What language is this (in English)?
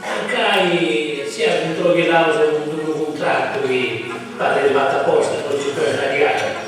Sardinian